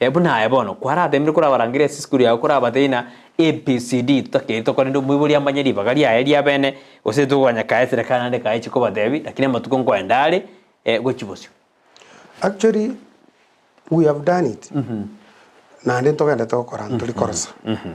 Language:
Gusii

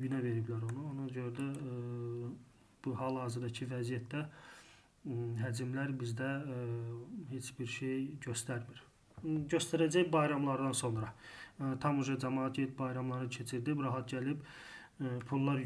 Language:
Azerbaijani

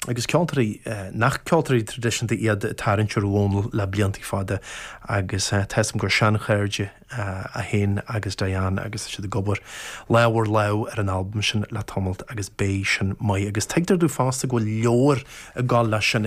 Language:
Irish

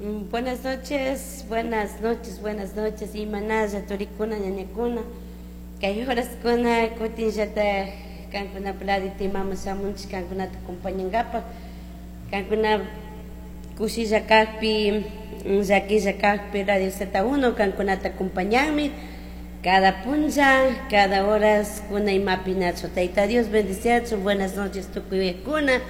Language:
Chimborazo Highland Quichua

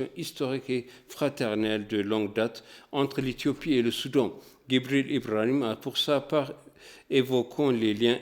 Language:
French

